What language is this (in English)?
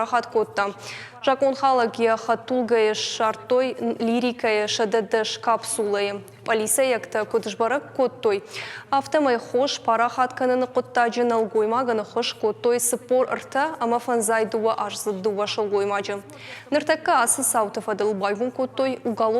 Ossetic